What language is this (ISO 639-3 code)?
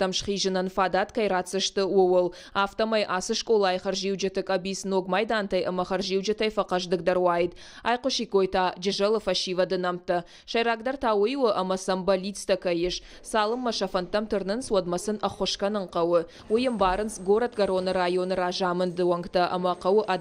oss